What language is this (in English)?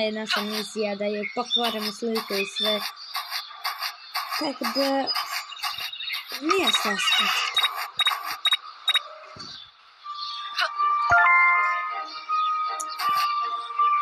Croatian